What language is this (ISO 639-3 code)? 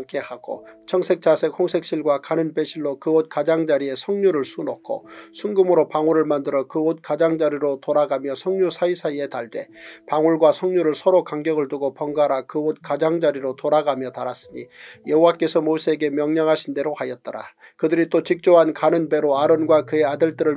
kor